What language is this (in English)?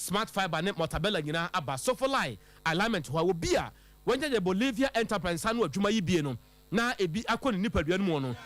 Akan